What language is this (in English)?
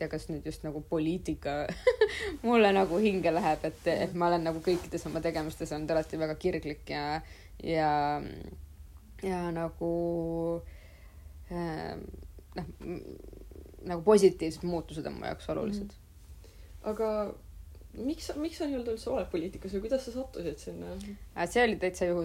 Estonian